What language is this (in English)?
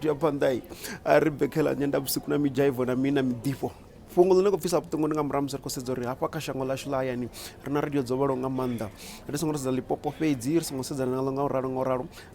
Venda